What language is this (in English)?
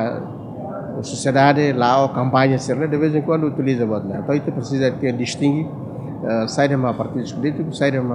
Tetum